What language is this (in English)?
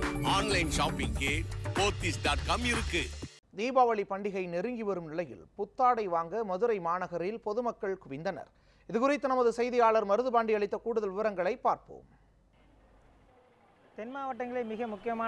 Tamil